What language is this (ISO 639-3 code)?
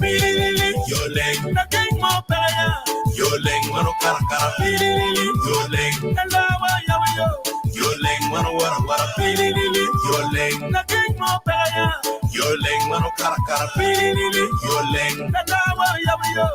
ach